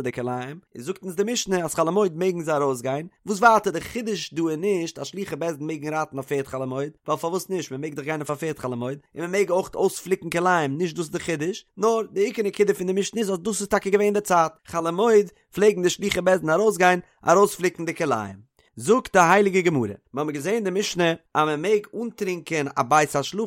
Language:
Yiddish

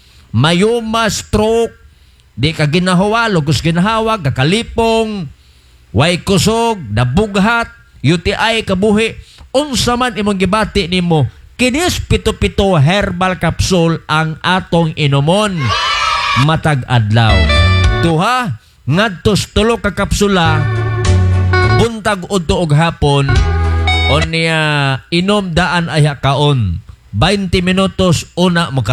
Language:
Cebuano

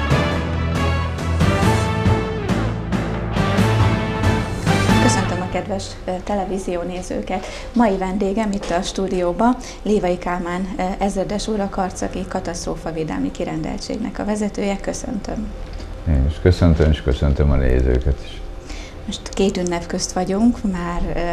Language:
Hungarian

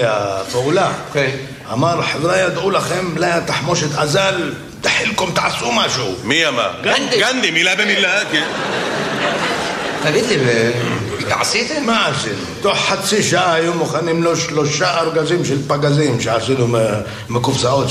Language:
Hebrew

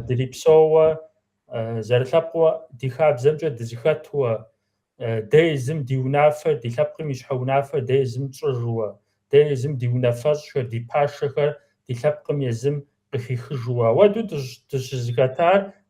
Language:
Kabardian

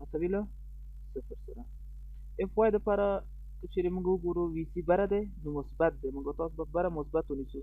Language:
Pashto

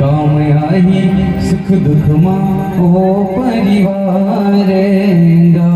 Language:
Chhattisgarhi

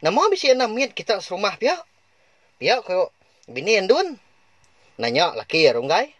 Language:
Iban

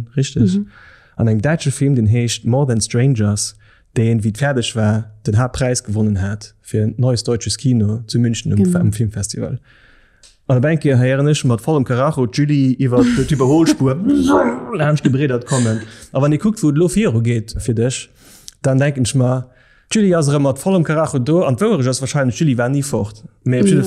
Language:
Luxembourgish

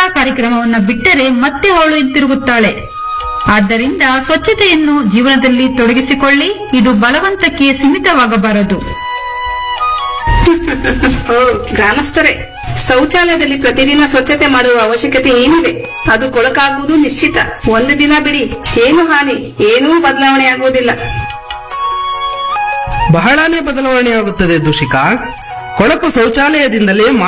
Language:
Kannada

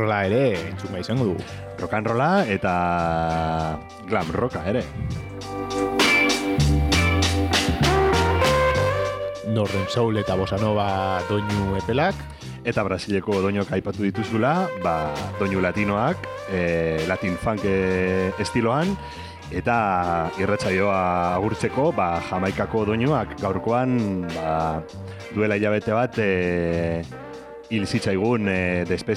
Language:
Basque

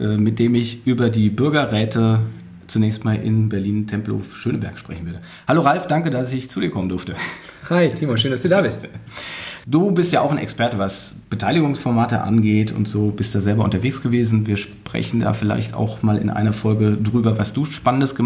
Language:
German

